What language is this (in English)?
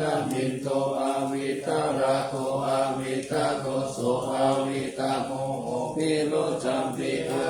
Pali